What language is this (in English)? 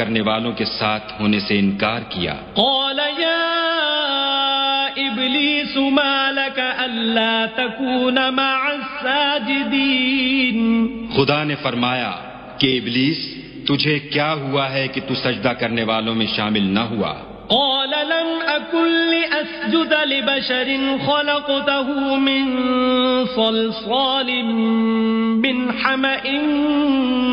Urdu